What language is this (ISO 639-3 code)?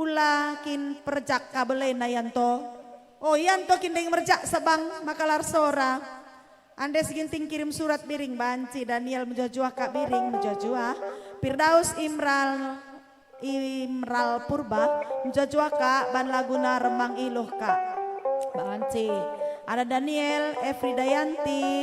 btx